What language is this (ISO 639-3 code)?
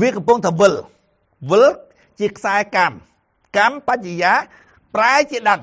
khm